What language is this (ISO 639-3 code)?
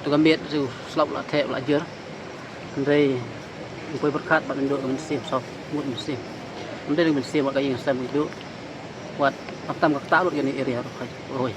kha